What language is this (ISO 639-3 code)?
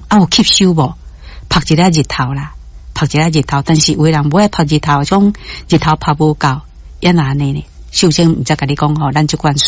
nan